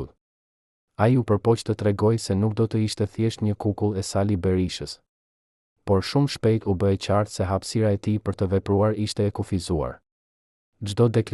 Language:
Albanian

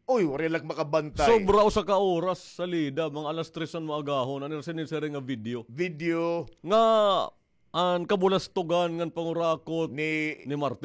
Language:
Waray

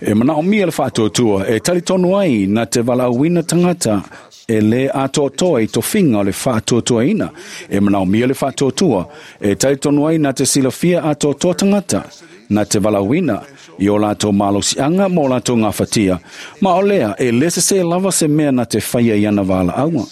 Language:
Samoan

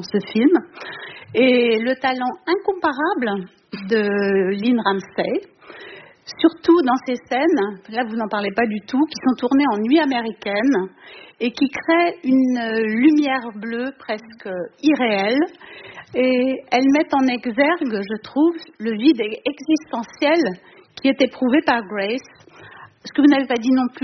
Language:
French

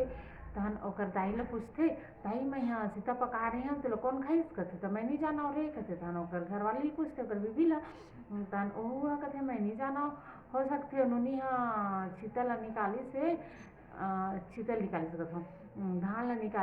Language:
Chhattisgarhi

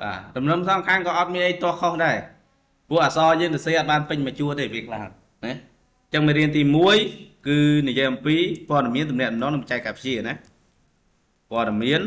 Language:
Khmer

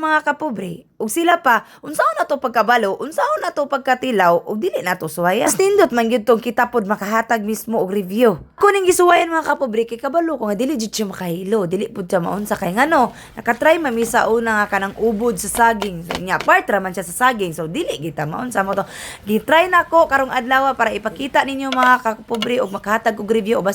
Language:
Cebuano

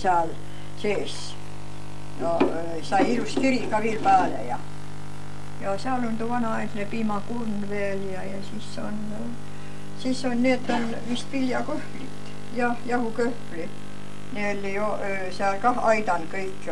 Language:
Estonian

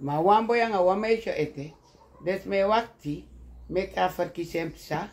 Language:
Sranan Tongo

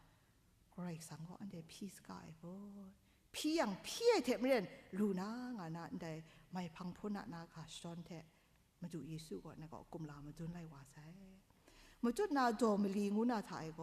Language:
Kachin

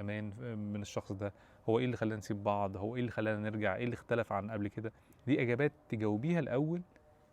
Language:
Egyptian Arabic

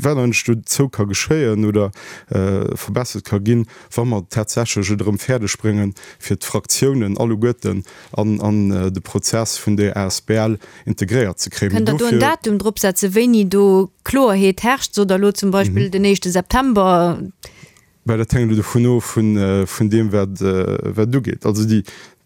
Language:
Luxembourgish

